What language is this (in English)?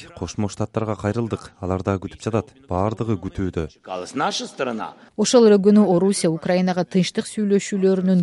Kyrgyz